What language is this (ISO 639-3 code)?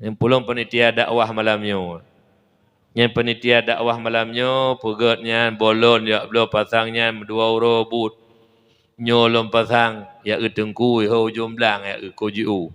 ace